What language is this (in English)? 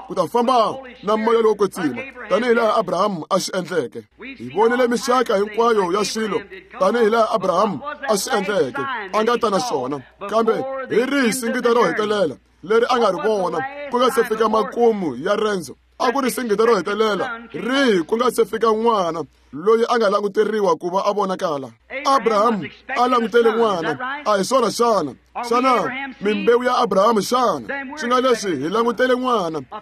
Tsonga